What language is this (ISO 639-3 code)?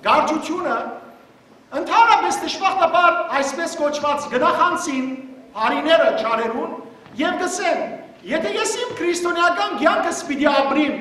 hyw